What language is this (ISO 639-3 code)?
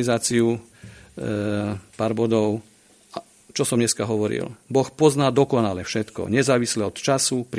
slk